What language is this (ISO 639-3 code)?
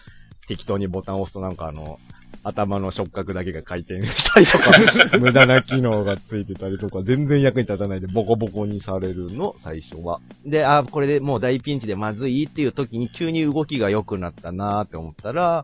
jpn